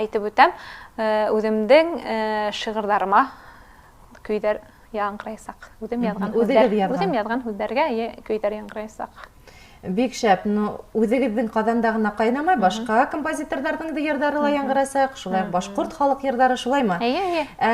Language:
Bashkir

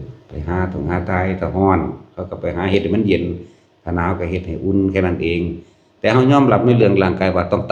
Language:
Northeastern Thai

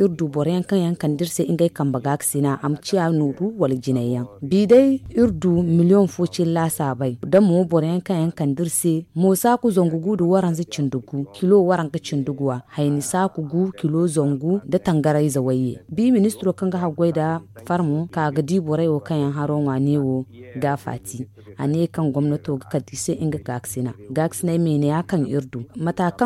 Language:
Zarma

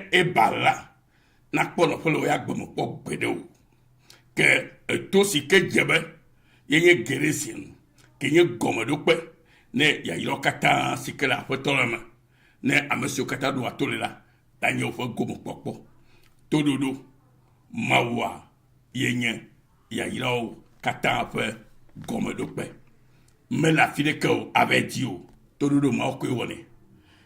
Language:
Ewe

